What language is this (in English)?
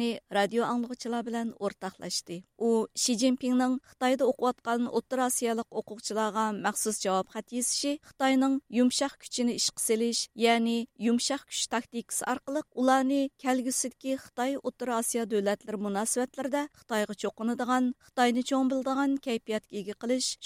Uyghur